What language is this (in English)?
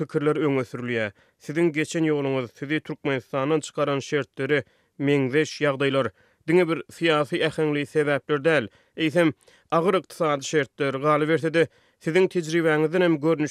Turkmen